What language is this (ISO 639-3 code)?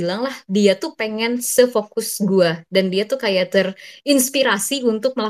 ind